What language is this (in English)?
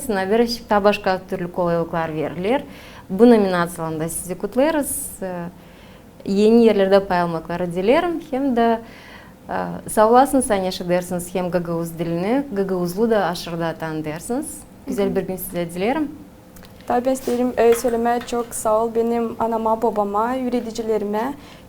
Gagauz